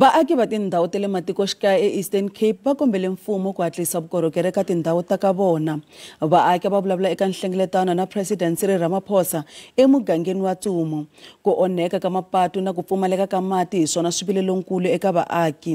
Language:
Tsonga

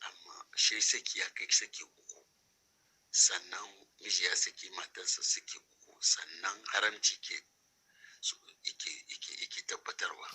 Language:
Hausa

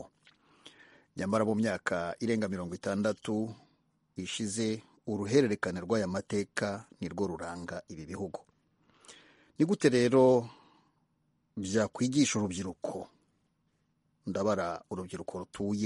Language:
Kinyarwanda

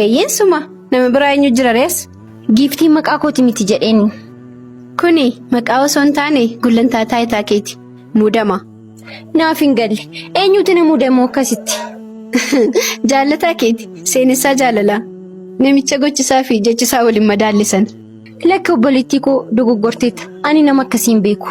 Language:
Oromo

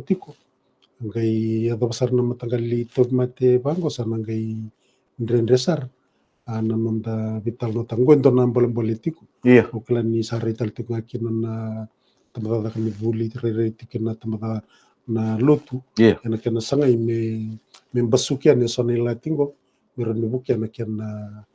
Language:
Fijian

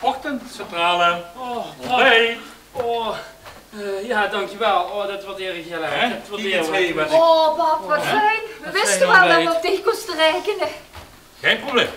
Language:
Limburgish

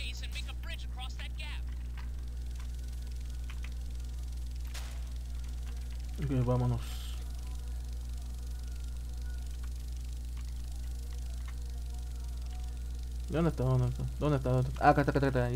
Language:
Spanish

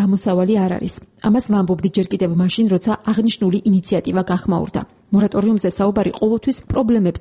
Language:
Georgian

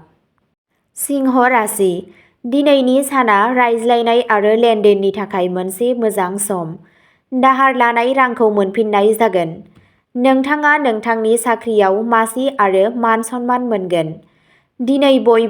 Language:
Bodo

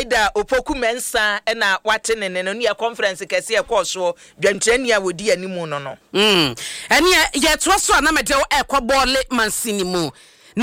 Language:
Akan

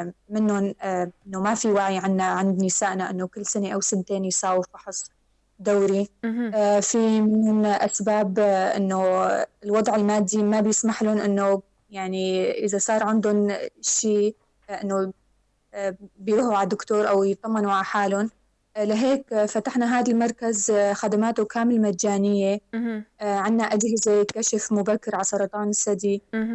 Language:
North Levantine Arabic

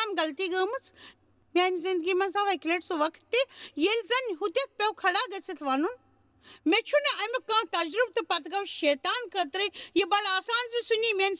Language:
Kashmiri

